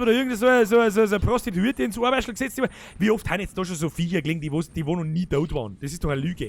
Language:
Bavarian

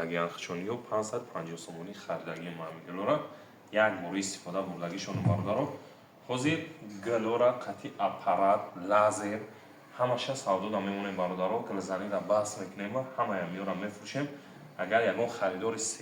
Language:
Tajik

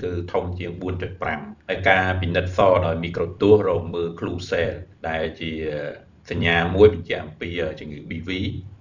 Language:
Khmer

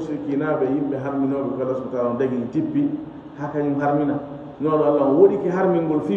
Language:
Fula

